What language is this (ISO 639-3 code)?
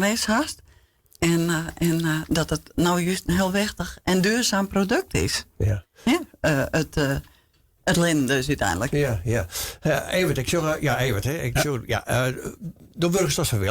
fry